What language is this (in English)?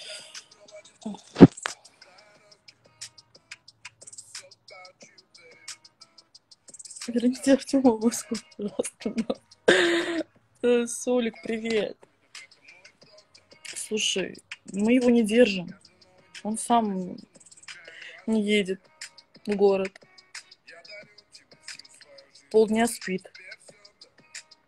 Russian